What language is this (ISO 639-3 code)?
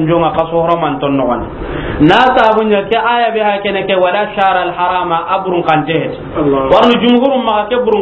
snk